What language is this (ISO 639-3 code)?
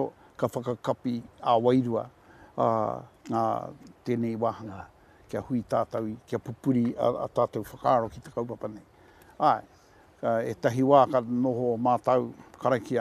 mri